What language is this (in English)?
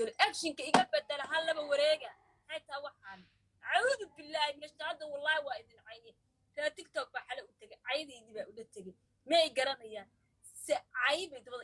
Somali